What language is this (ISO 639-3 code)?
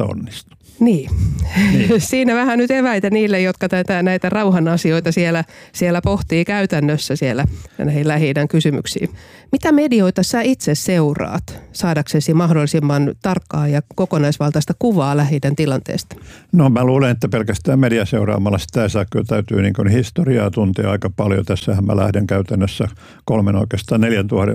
fin